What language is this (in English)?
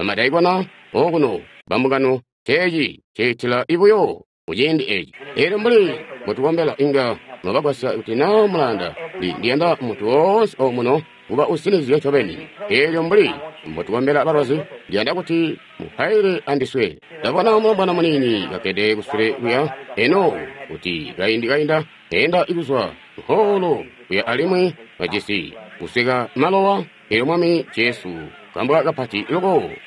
Tonga (Zambia)